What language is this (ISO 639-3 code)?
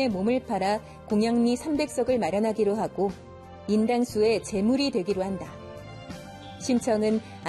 kor